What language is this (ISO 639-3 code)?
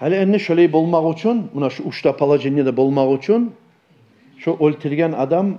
kum